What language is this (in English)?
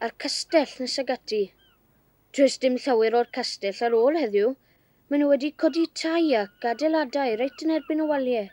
Welsh